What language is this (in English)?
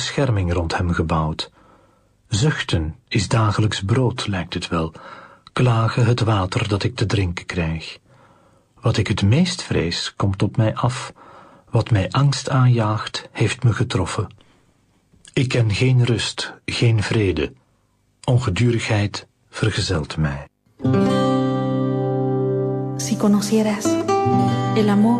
Dutch